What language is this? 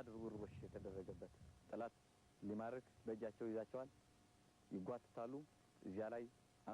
Amharic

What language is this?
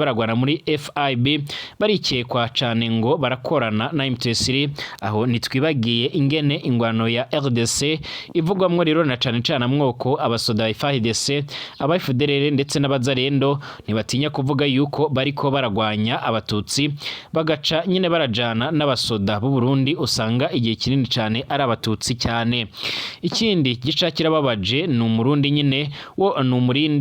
Rundi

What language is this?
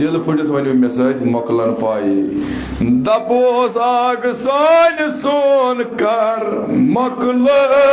Kashmiri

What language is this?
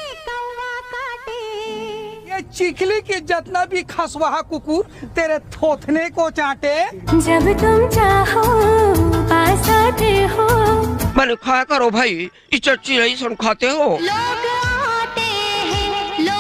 Chhattisgarhi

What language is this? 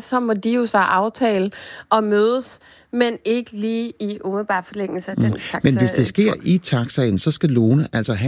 Danish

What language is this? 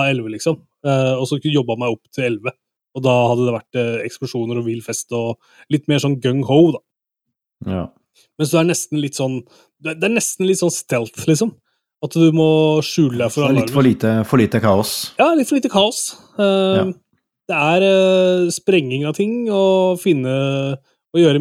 Norwegian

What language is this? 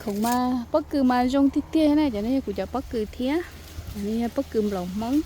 Hmong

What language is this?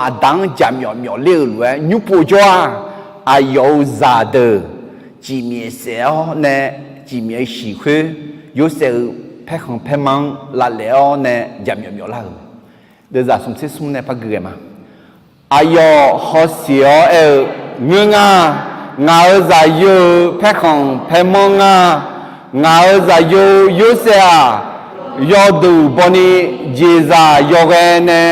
Akha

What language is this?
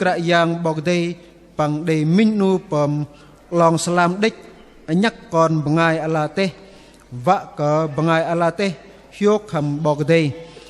Bahnar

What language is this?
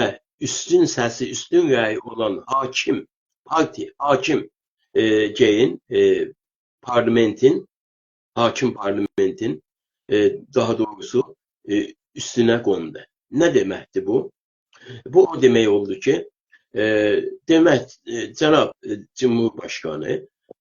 South Azerbaijani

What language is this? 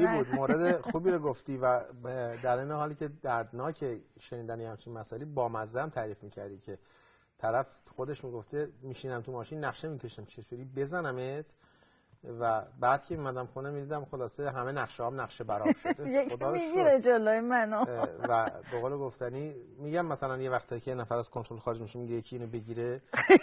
Persian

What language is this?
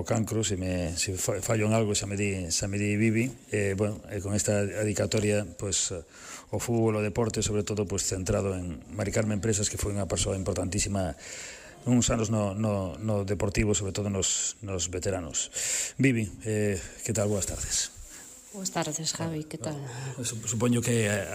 Galician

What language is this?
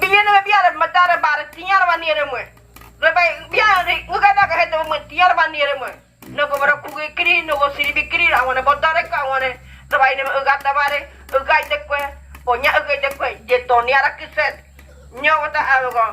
Ngäbere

